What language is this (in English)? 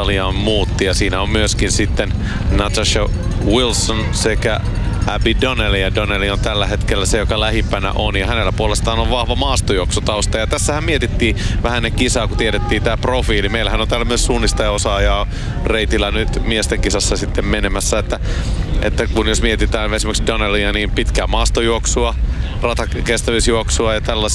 Finnish